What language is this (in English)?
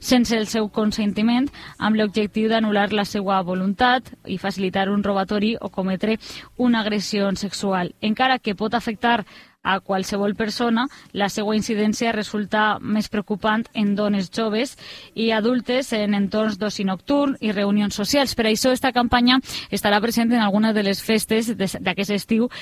Catalan